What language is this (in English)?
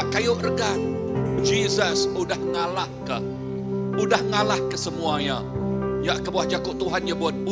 Iban